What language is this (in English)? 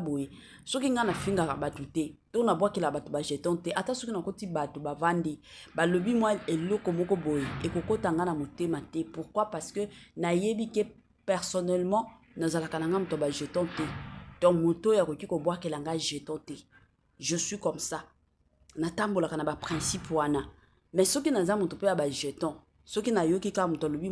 Lingala